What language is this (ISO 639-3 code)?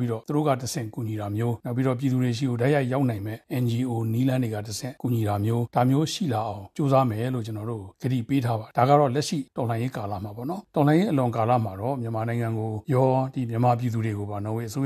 mya